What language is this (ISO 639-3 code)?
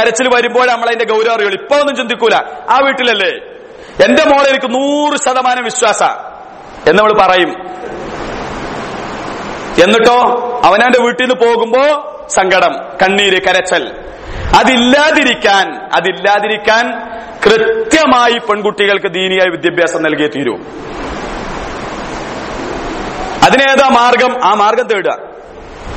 mal